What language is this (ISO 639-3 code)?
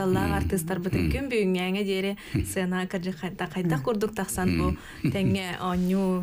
sah